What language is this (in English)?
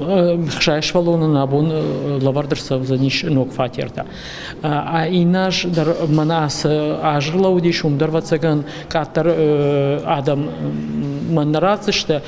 Ossetic